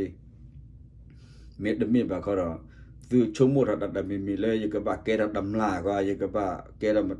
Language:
S'gaw Karen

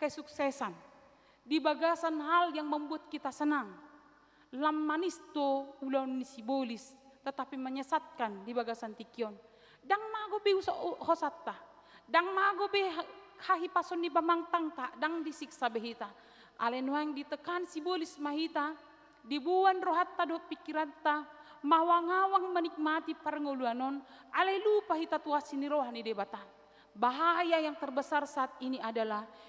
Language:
Batak Toba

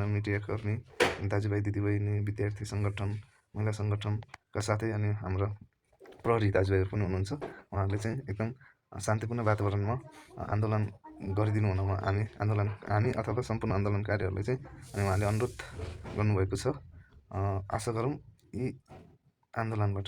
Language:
Nepali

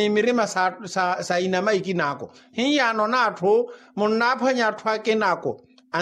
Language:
Makhuwa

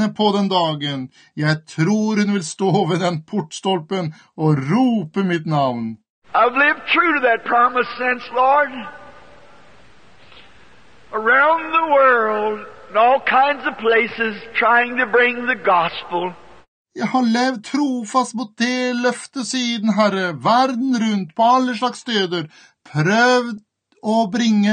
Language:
Norwegian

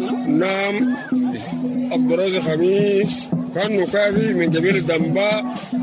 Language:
Sudanese Arabic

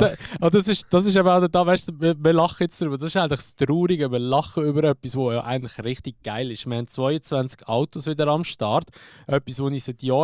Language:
Swiss German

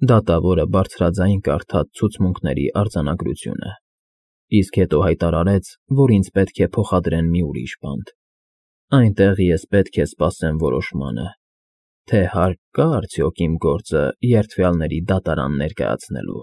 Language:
Armenian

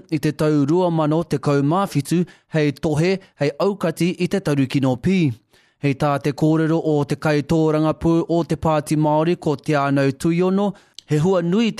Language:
Māori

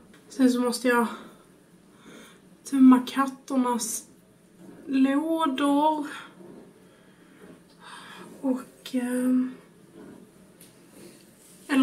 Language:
Swedish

